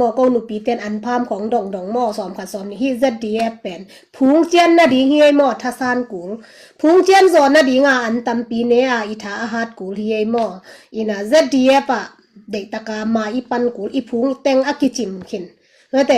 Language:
Tedim Chin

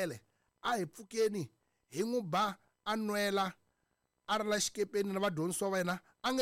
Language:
Tsonga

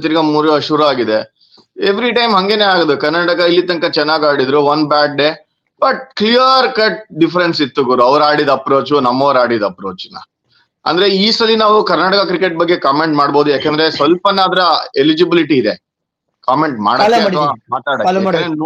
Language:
Kannada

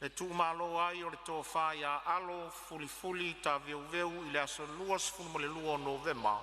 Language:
Samoan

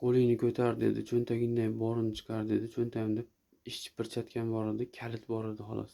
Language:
Uzbek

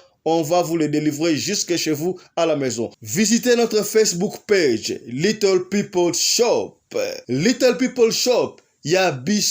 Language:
Lingala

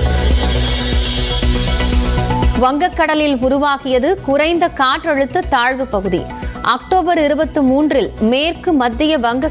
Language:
Tamil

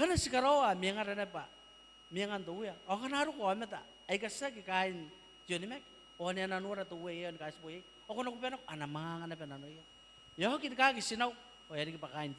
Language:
Gilbertese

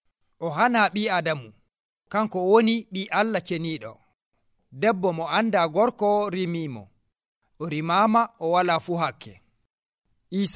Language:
Nigerian Fulfulde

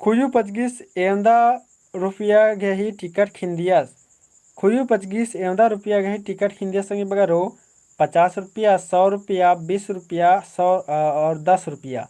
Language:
Kurukh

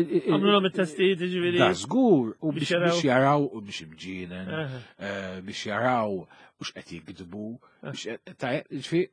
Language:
Maltese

